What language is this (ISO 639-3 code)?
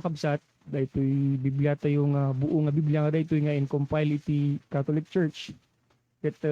ilo